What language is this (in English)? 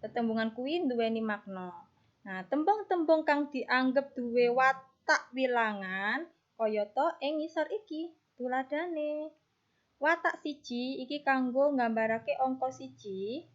Javanese